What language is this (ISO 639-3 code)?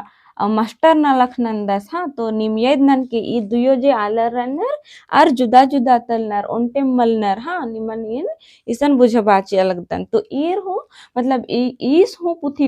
kru